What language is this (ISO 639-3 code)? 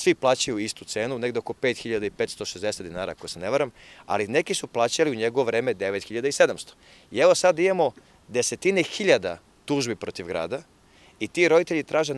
srp